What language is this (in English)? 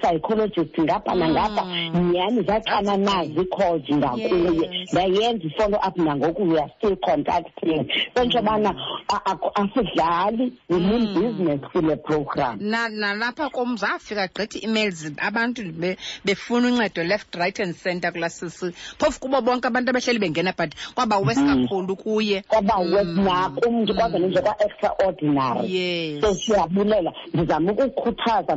Xhosa